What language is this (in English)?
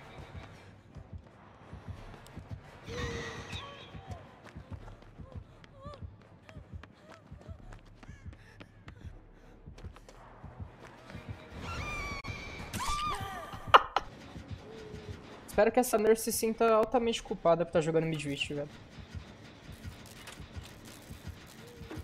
Portuguese